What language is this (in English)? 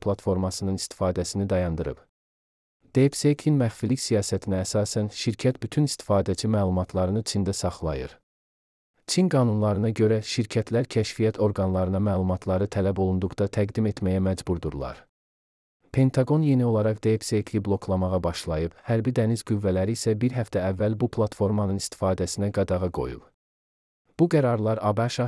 Azerbaijani